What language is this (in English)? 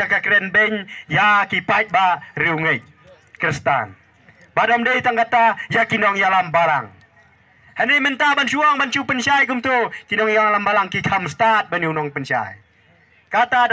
Khasi